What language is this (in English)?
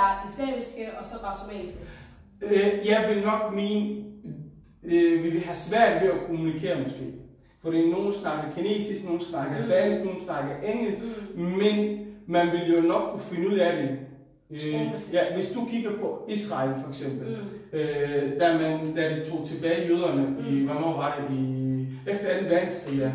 Danish